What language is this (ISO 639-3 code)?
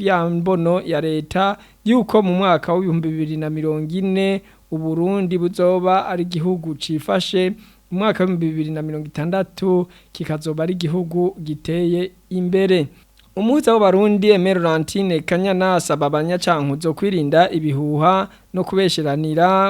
run